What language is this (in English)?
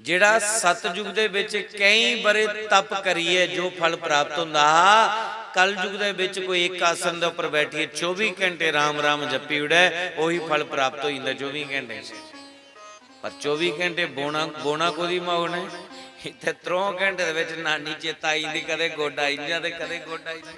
Dogri